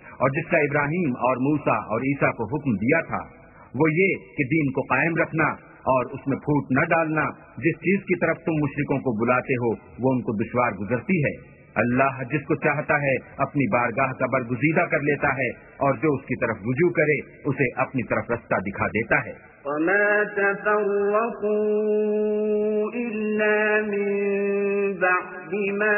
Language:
Urdu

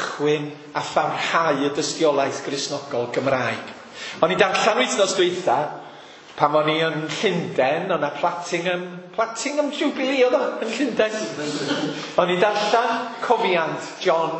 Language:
Welsh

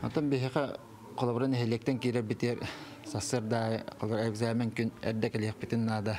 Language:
Yakut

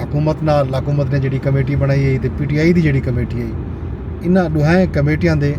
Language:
Saraiki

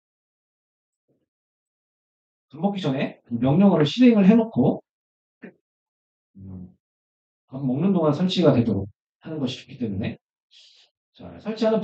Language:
Korean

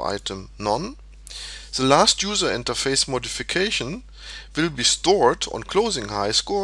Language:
English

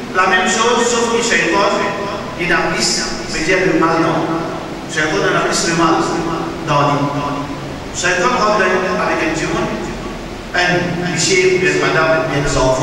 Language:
Morisyen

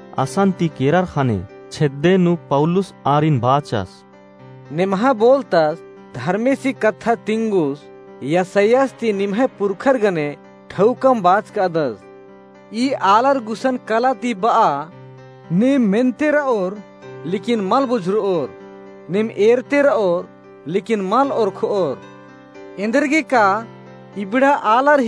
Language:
Kurukh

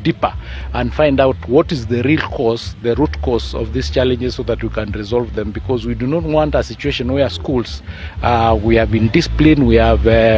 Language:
Gusii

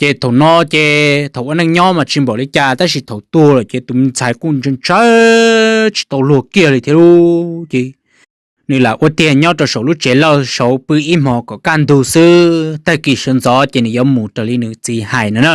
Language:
Hmong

